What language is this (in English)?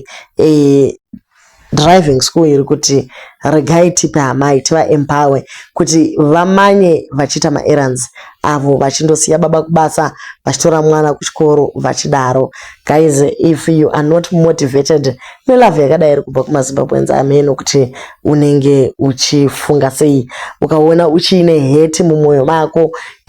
Shona